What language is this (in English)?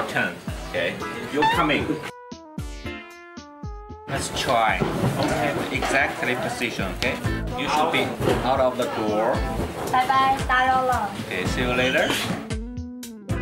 Chinese